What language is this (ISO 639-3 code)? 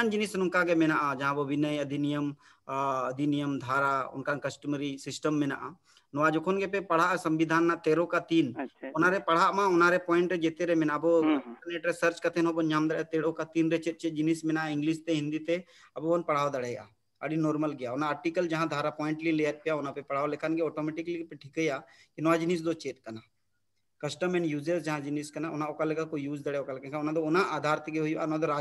sat